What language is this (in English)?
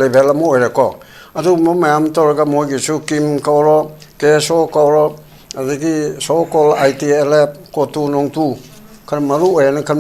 Manipuri